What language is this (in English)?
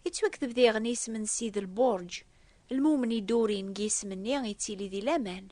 Kabyle